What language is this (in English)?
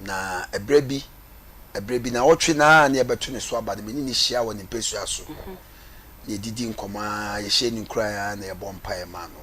Akan